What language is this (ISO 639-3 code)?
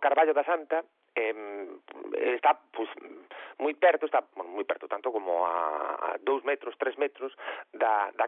glg